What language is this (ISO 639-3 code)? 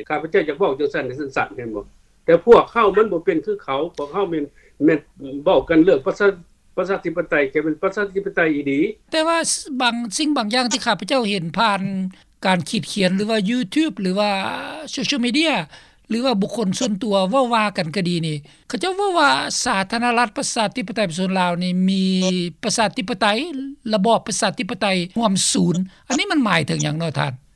lao